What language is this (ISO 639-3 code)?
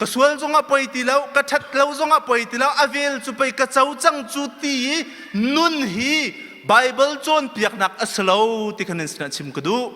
cnh